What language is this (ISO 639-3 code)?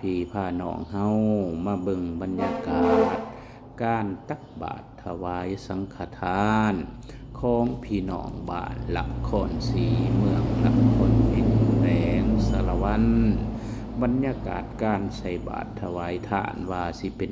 lao